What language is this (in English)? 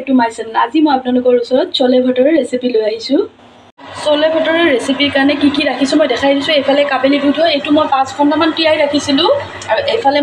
Assamese